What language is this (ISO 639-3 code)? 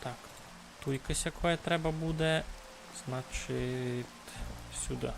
rue